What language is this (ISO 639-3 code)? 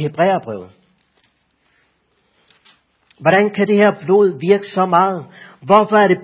dan